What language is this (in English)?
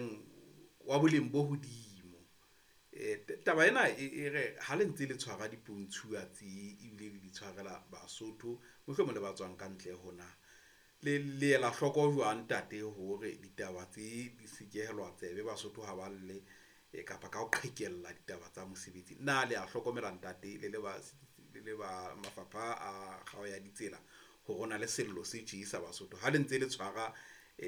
Southern Sotho